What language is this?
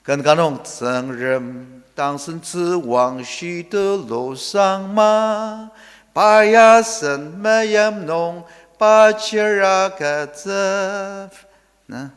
Ao Naga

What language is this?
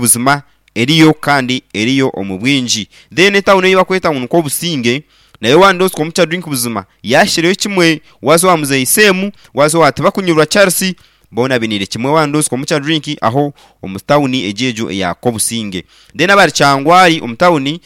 Nyankole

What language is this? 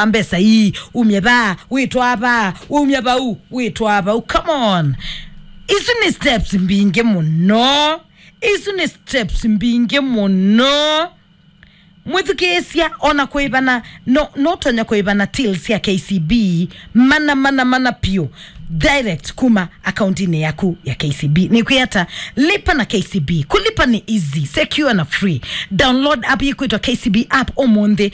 Kamba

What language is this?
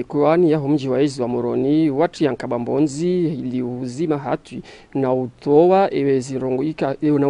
Ngazidja Comorian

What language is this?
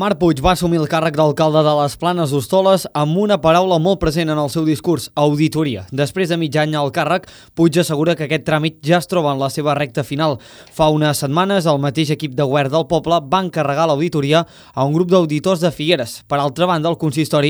Catalan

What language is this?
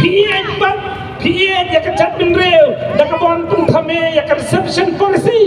Khasi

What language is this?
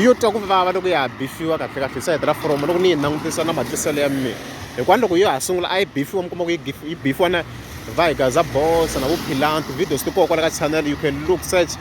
Tsonga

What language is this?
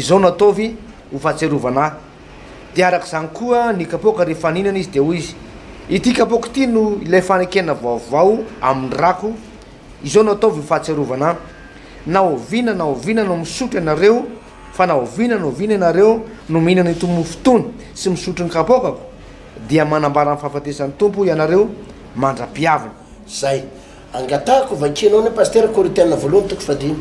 Malagasy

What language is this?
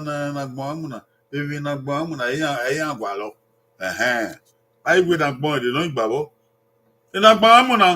Bini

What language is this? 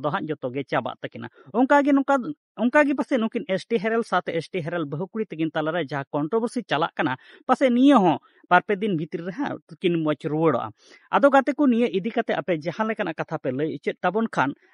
Santali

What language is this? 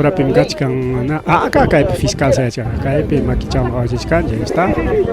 Ayacucho Quechua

